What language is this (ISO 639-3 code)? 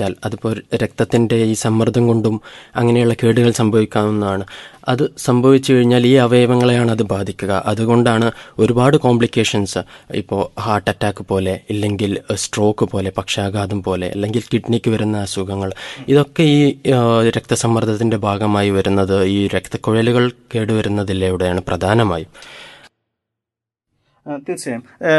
mal